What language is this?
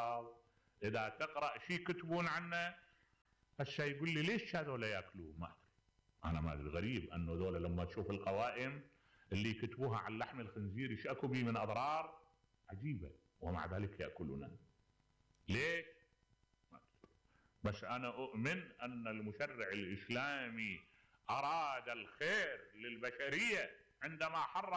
Mesopotamian Arabic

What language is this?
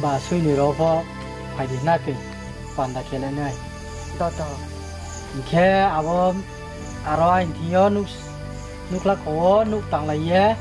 Riang (India)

